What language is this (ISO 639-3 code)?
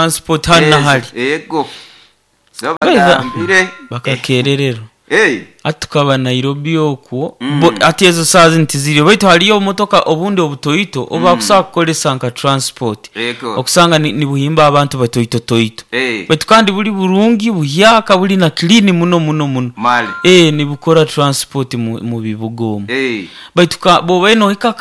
nyo